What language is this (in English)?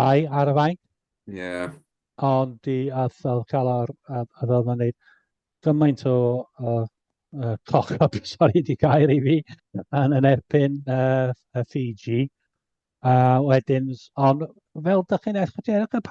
Welsh